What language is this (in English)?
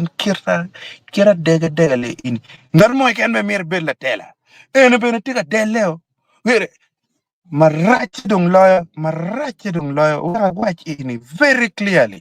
Acoli